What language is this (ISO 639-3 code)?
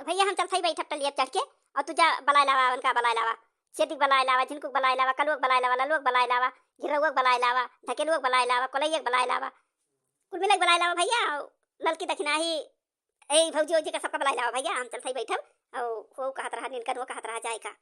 awa